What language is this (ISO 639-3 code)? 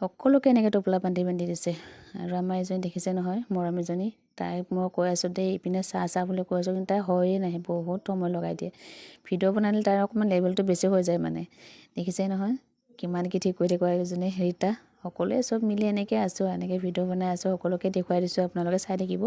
asm